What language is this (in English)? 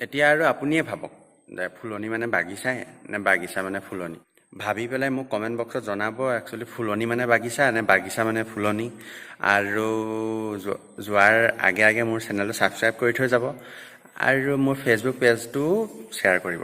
Assamese